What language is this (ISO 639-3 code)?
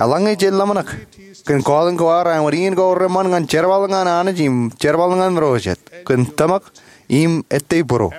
mah